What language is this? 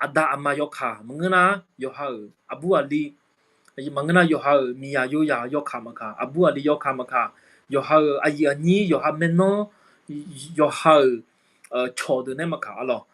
Akha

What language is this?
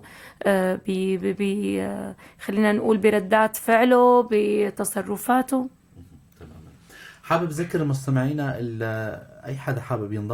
North Levantine Arabic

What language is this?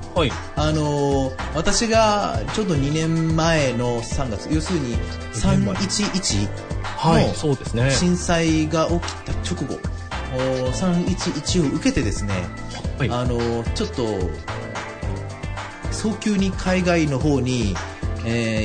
Japanese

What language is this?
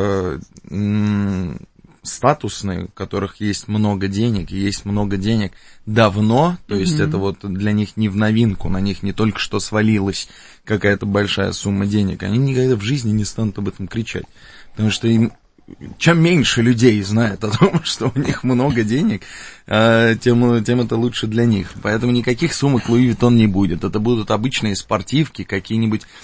Russian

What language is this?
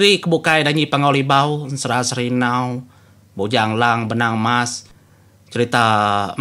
Iban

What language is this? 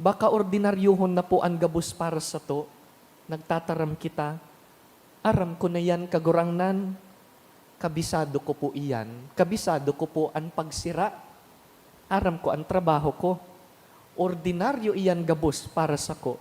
Bikol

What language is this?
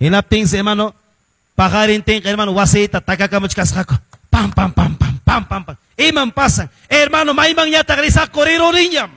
Quechua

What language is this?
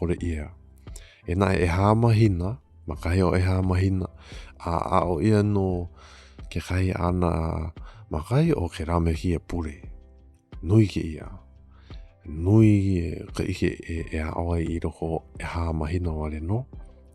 Hawaiian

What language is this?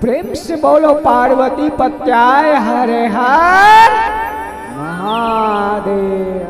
Chhattisgarhi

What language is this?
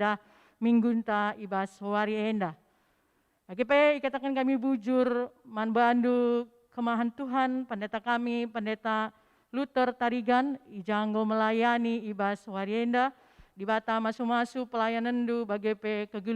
Batak Karo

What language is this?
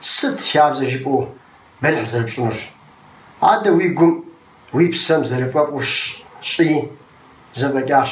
Kabardian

